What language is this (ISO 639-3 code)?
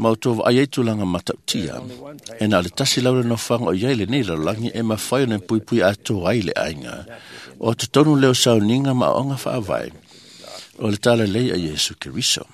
smo